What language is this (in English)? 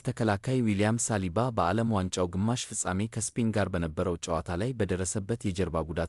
Amharic